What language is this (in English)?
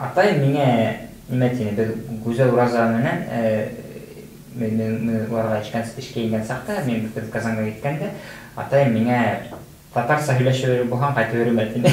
Bashkir